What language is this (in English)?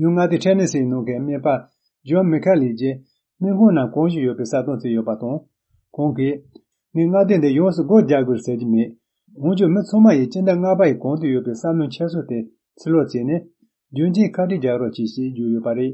Tibetan